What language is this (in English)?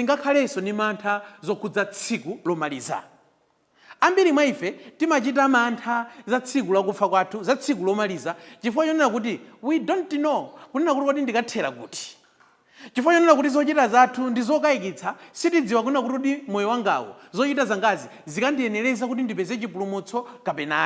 Nyanja